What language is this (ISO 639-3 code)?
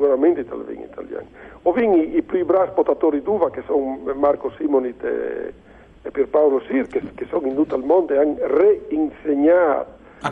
fur